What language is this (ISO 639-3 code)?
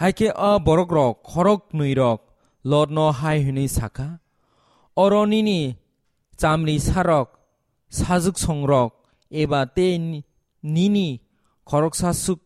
trp